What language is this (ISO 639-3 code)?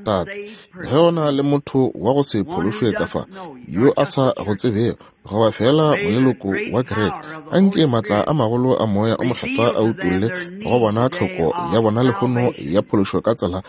nso